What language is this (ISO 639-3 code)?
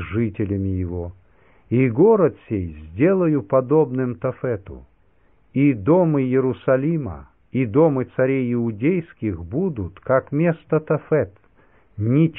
rus